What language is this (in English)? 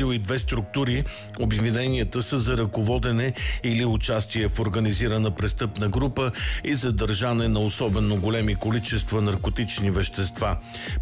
Bulgarian